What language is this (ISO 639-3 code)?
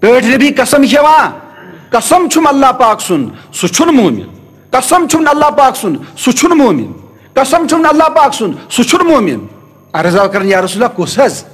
kas